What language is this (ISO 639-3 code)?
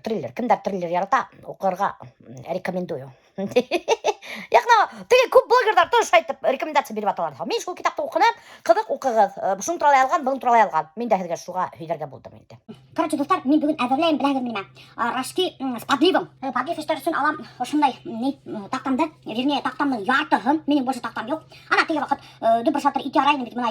bak